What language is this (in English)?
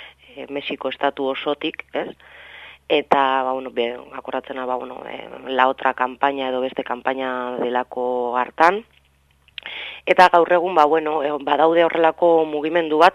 Basque